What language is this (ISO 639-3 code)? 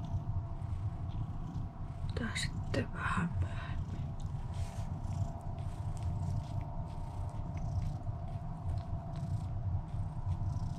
fin